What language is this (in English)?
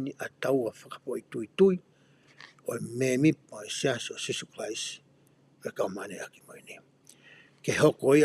Tongan